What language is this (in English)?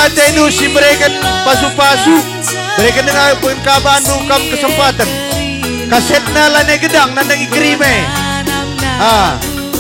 Batak Karo